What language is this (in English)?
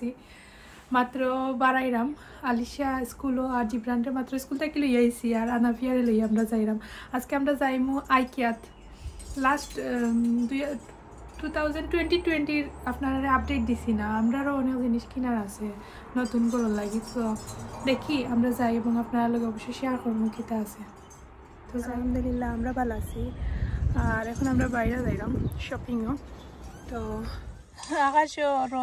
Sylheti